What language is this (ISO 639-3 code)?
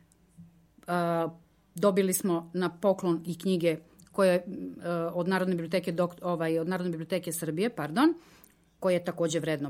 srp